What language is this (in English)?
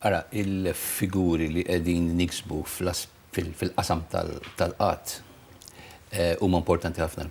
Maltese